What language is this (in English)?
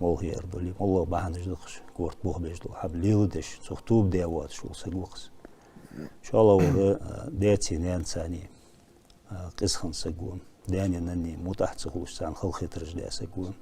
Ingush